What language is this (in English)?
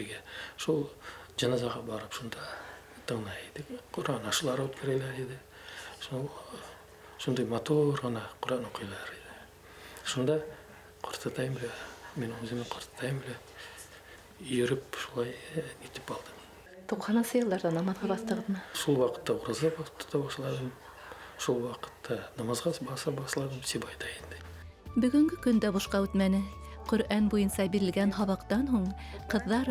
Bashkir